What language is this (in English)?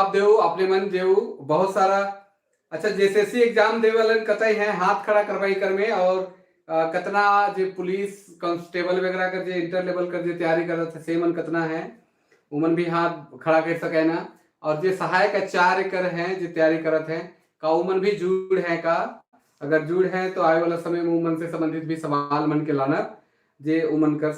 Sadri